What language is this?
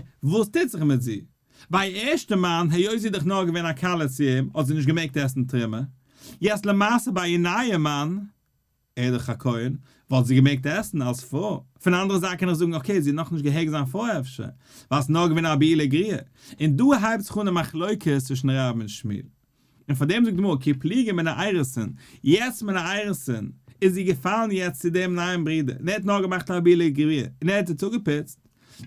Yiddish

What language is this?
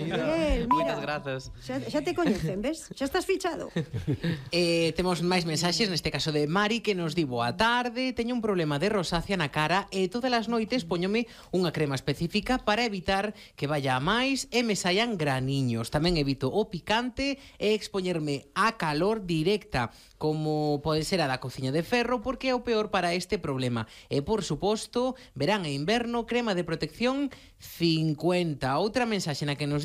Galician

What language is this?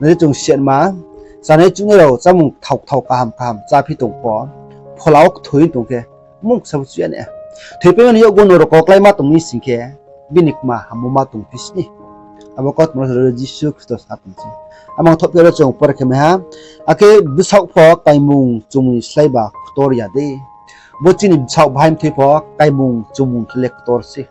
Riang (India)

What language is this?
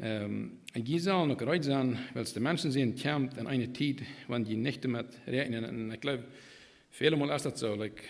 Plautdietsch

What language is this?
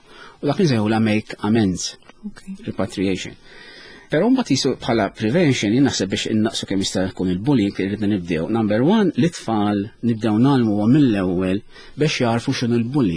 Maltese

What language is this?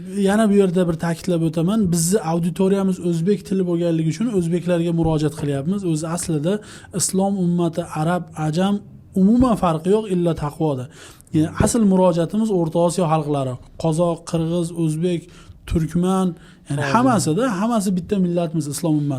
Uzbek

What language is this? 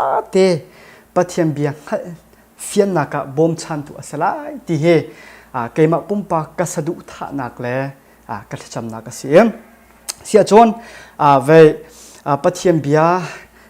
Hakha Chin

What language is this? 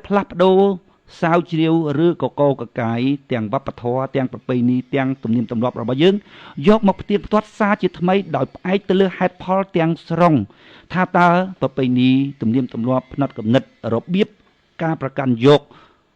Khmer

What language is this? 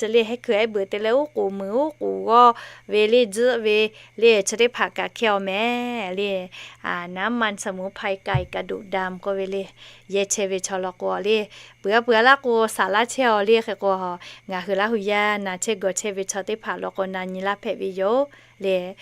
Lahu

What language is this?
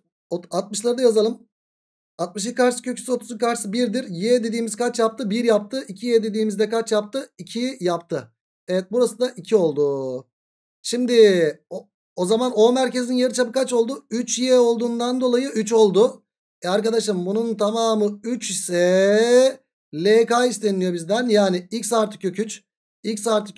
Turkish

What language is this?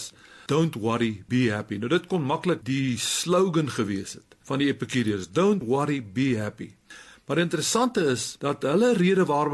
Afrikaans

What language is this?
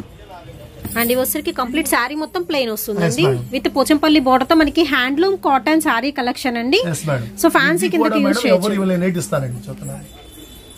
Telugu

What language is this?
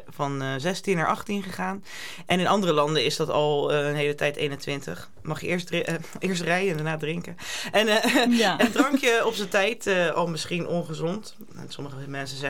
Dutch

